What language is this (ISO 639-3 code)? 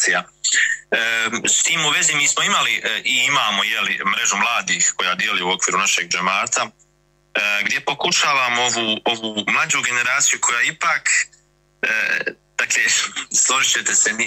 bos